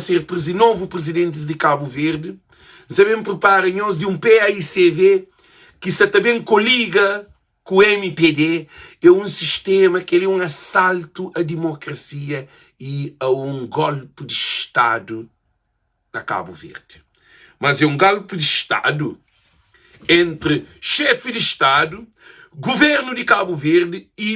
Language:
Kabuverdianu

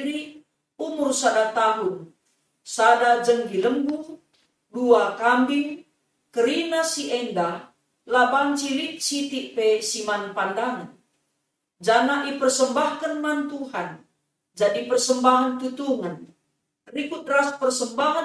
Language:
Batak Karo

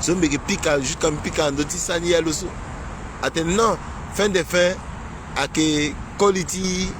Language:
Sango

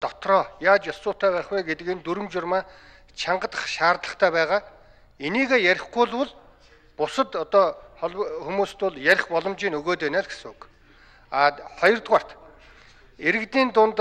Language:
Mongolian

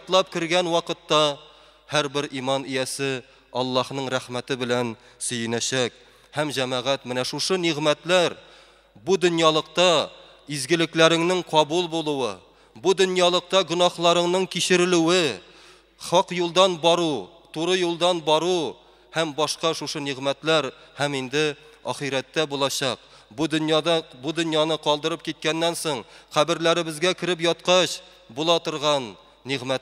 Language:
Tatar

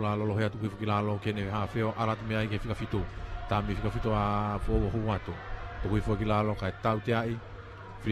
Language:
Tongan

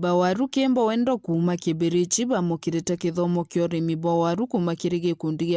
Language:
Meru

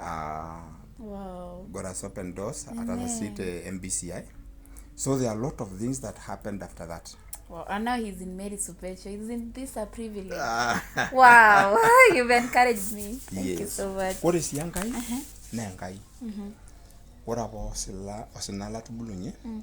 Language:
Masai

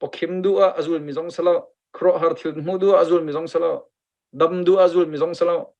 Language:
Hakha Chin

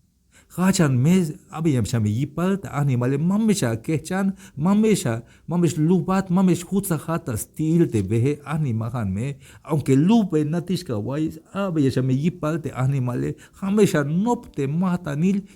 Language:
Tzeltal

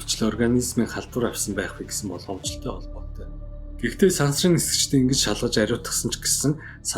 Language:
Mongolian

